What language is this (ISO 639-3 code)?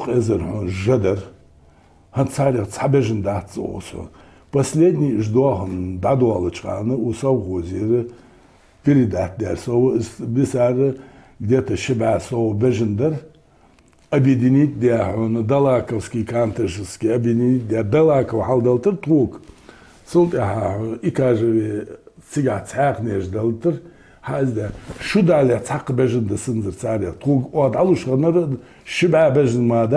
inh